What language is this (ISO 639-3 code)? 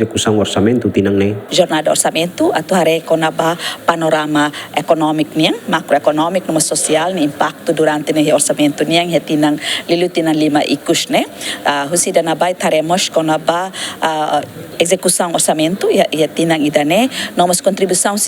tet